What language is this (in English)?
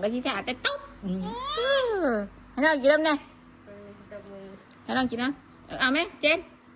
Northeastern Thai